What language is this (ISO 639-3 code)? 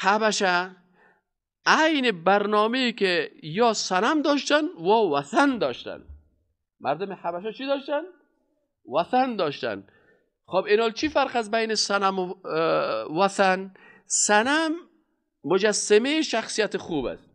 fas